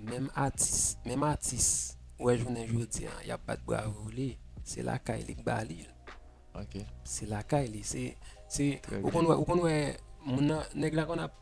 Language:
Haitian Creole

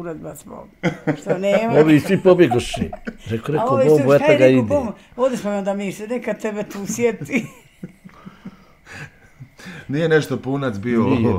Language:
Bosnian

